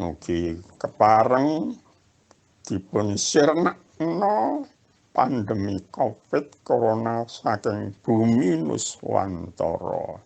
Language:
Javanese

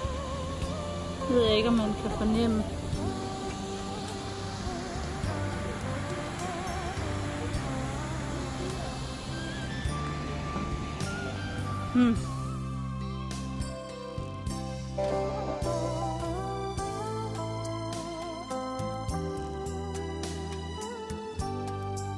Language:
Danish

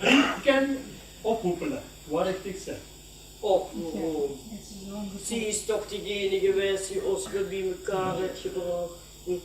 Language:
Limburgish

